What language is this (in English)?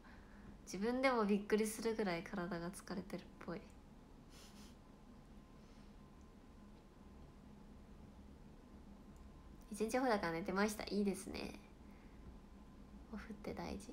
Japanese